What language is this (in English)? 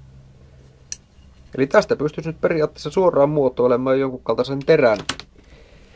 Finnish